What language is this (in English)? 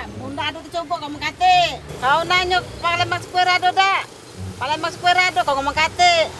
Musi